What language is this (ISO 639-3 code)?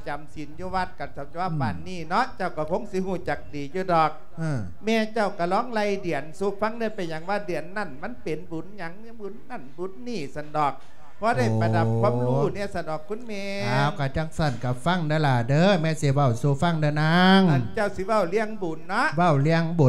lao